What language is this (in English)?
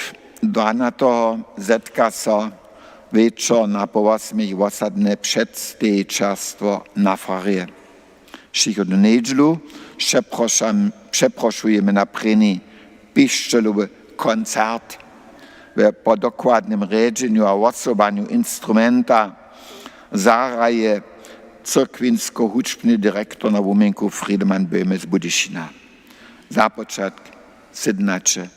Upper Sorbian